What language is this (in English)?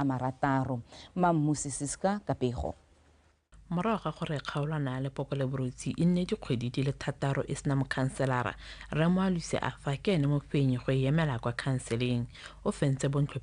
Tswana